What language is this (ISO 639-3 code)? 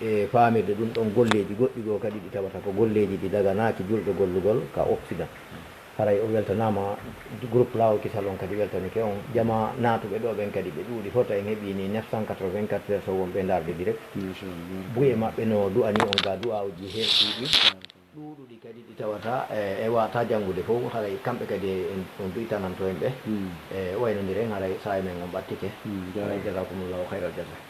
ful